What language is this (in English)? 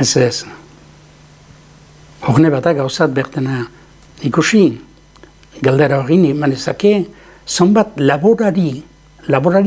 Basque